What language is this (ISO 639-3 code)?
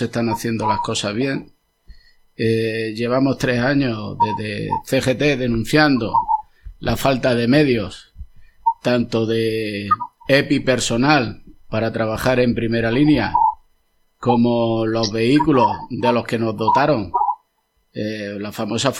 spa